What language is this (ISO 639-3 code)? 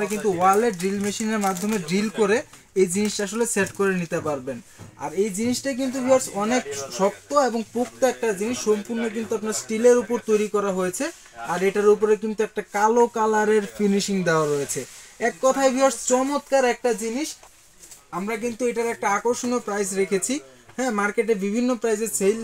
ben